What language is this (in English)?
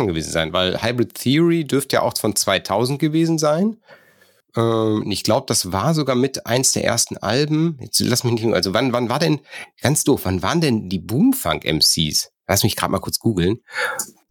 German